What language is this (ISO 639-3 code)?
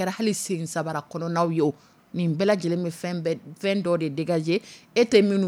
dyu